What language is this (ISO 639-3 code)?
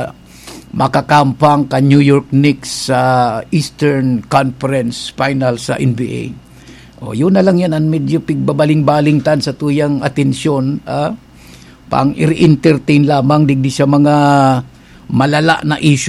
bik